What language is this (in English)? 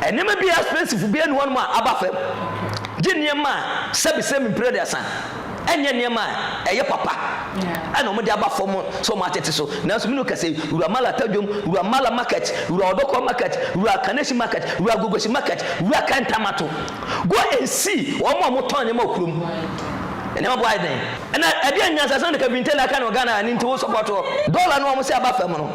Akan